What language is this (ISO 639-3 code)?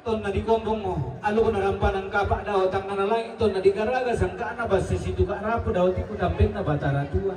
sda